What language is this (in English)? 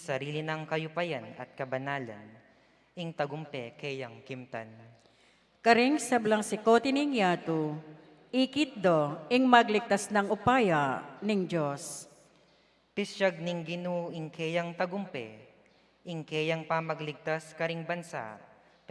Pampanga